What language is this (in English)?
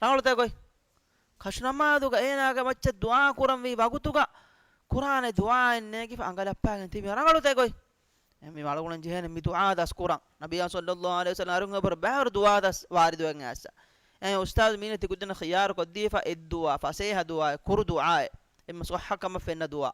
Divehi